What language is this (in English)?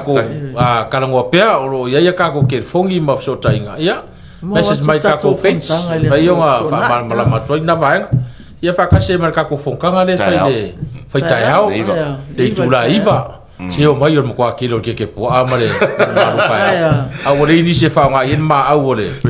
Samoan